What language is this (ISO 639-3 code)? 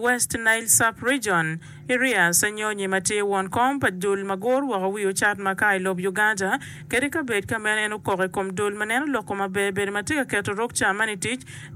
ach